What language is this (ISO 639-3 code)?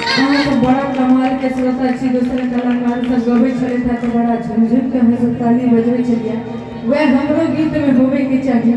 mai